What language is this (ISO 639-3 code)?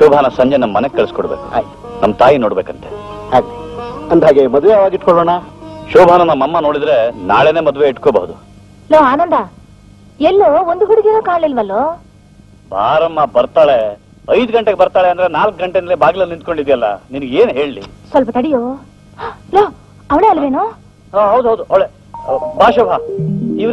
kan